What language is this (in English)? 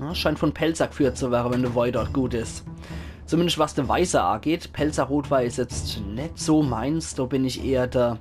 Palatine German